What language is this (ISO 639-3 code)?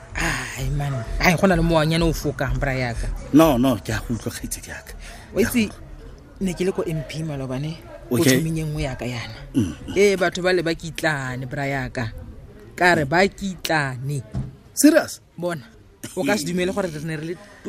tsn